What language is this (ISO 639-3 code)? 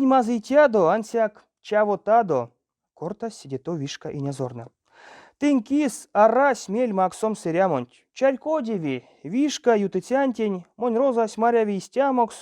myv